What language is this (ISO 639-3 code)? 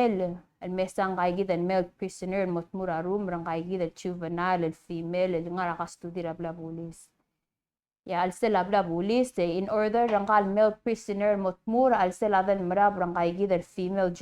pau